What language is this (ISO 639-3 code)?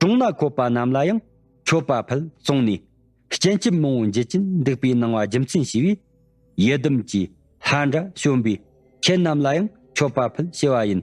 bod